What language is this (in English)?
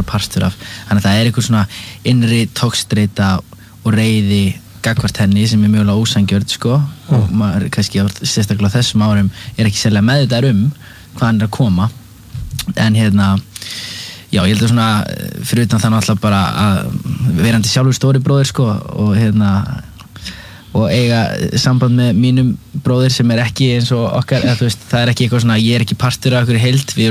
Icelandic